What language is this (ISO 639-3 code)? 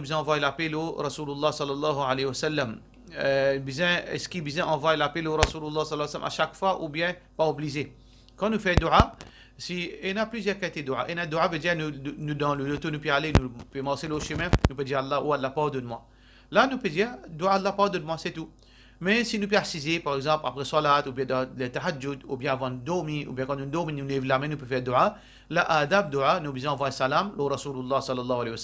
mfe